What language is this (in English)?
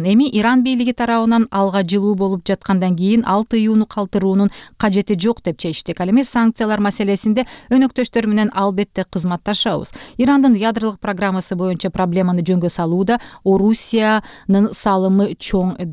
Kyrgyz